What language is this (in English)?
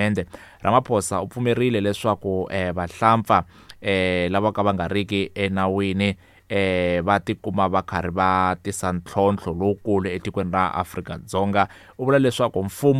Tsonga